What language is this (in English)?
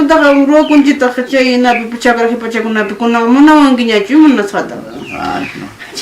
Ayacucho Quechua